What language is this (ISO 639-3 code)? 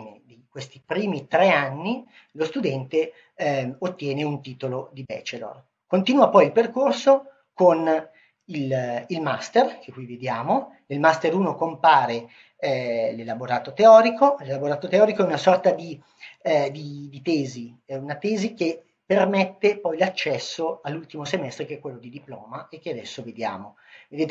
ita